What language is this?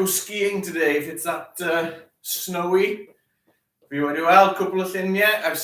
Welsh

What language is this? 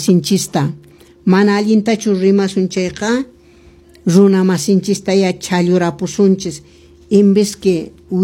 Quechua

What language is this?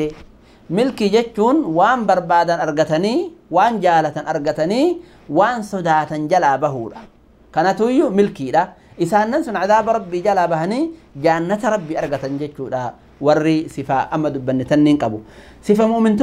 Oromo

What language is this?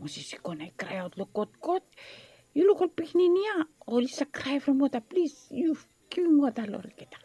Bislama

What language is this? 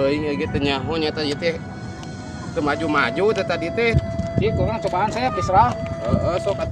Sundanese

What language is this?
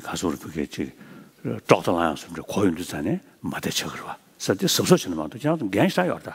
Tibetan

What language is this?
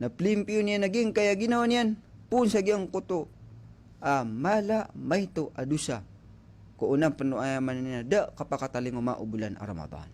Maranao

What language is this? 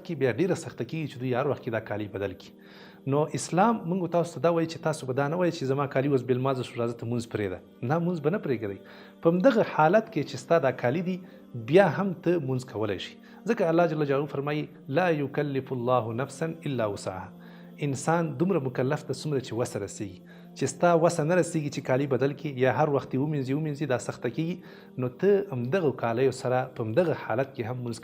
Pashto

